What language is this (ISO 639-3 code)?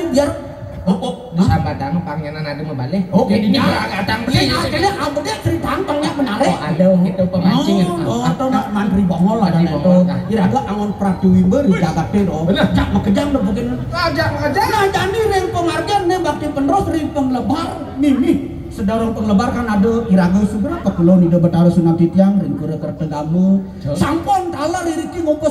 ban